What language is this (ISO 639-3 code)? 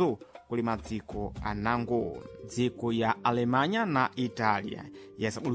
seh